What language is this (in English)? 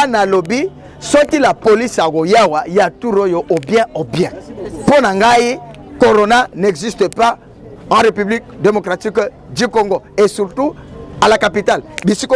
Lingala